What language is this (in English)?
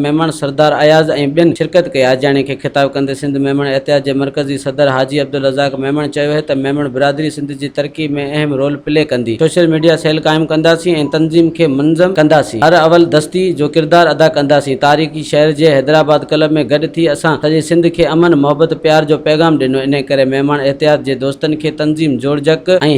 Sindhi